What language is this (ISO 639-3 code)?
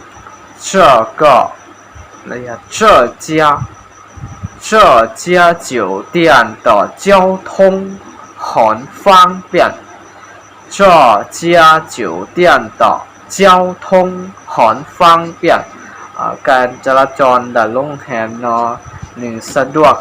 hmn